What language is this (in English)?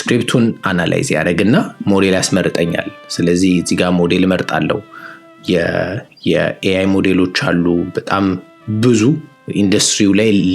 Amharic